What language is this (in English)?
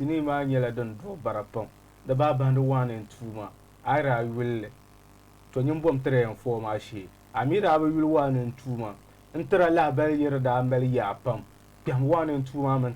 Dagbani